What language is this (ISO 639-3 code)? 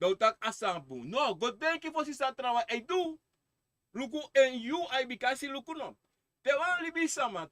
srn